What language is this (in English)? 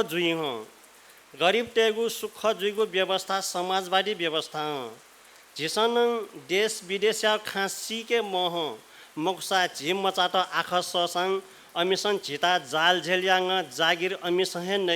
Newari